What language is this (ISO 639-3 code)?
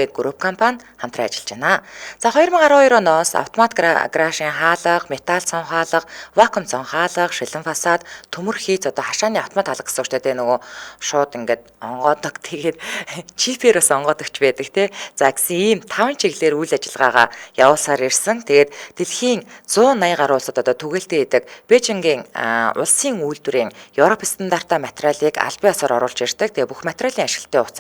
mon